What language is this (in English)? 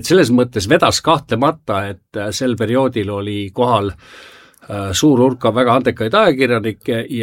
Estonian